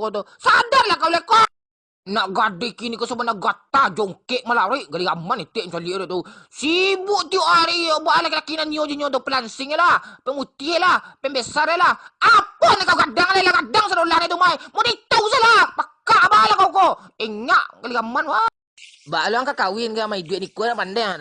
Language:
Minangkabau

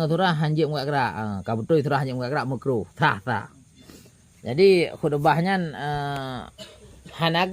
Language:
Achinese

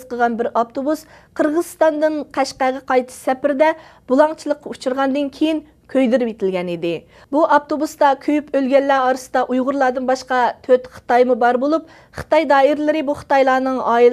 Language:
Uyghur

